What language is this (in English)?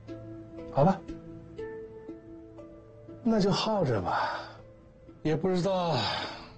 Chinese